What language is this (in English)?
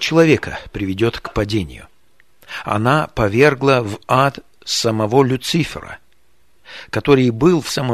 Russian